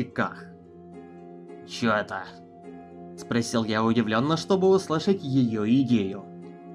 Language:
Russian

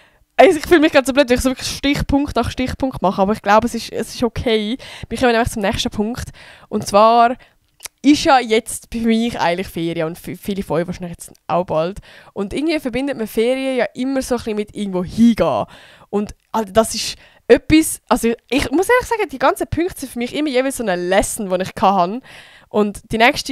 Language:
Swiss German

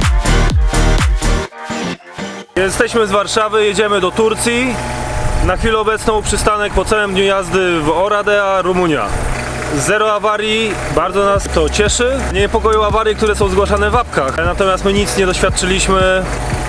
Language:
Polish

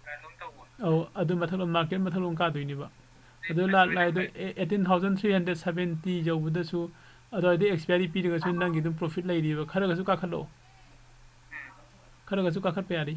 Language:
Manipuri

